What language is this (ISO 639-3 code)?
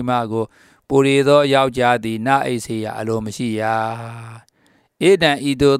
mya